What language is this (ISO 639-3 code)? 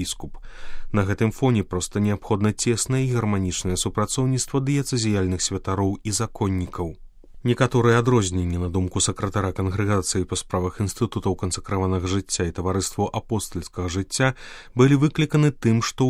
bel